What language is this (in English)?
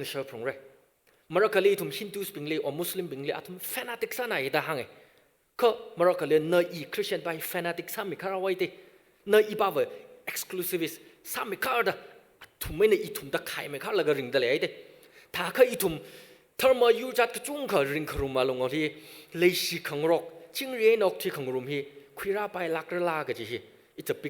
Tangkhul Naga (India)